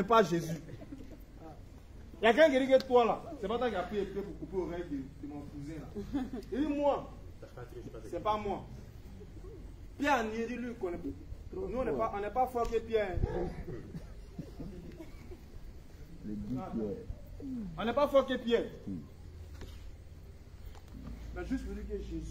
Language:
French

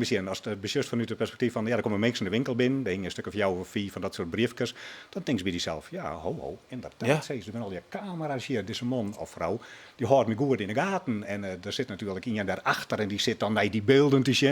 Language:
Western Frisian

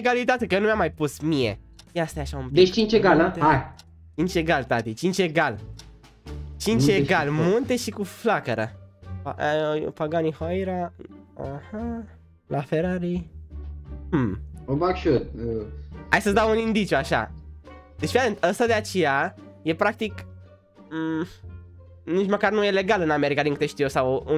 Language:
Romanian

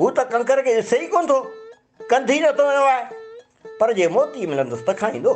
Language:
Sindhi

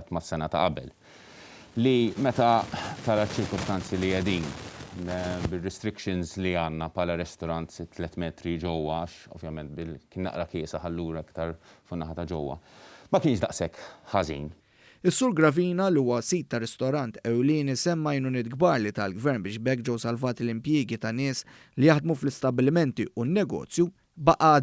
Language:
Maltese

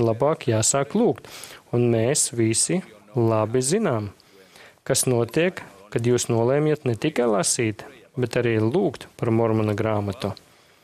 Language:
Latvian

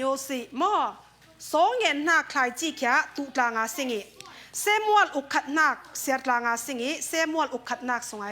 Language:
Falam Chin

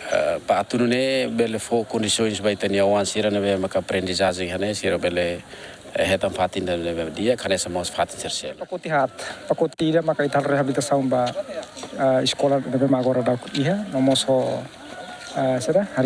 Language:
Tetum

